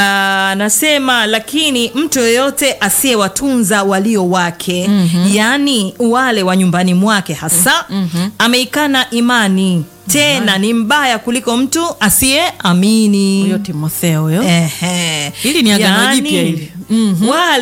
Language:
Swahili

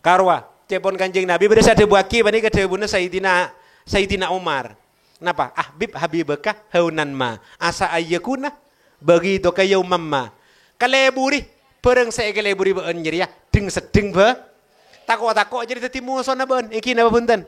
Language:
Madurese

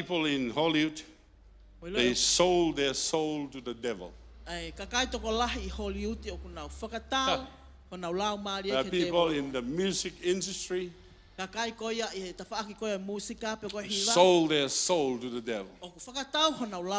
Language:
Tongan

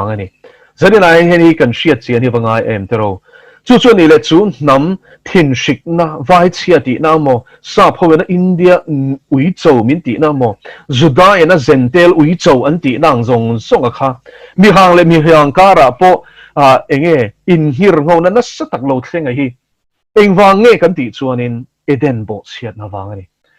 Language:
Mizo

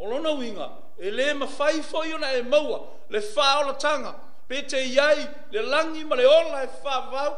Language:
Samoan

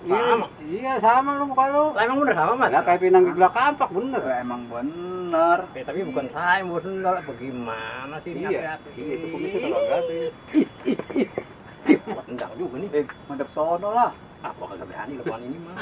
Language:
Betawi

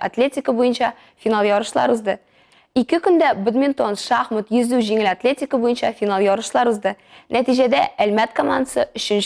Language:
Tatar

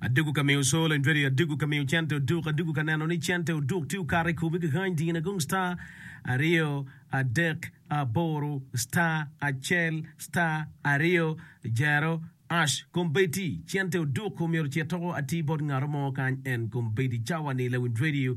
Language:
Acoli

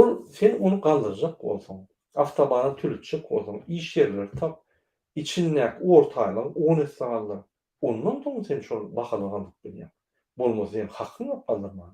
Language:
Turkmen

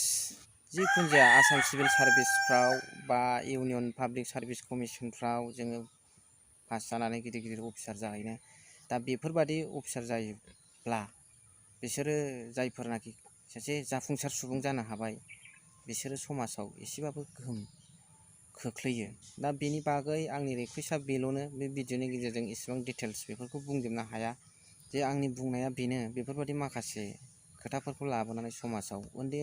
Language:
Bodo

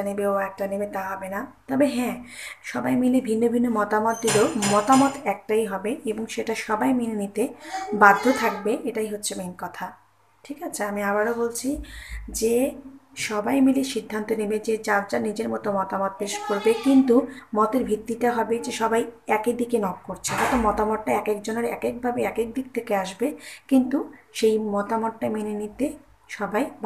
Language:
Bangla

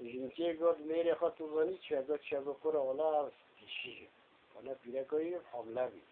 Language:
Kurdish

